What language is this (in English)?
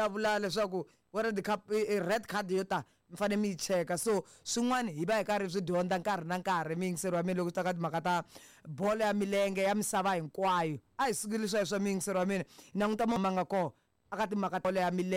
Tsonga